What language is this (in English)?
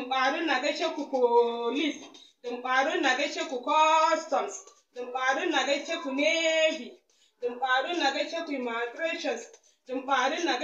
Hausa